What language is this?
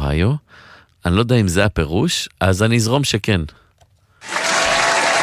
Hebrew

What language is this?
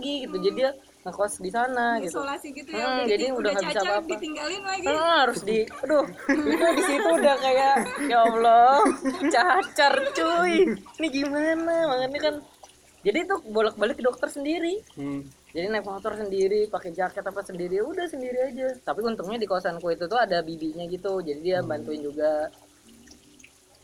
Indonesian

